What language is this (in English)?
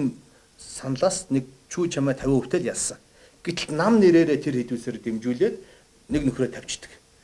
Mongolian